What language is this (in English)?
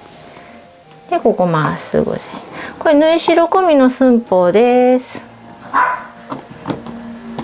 Japanese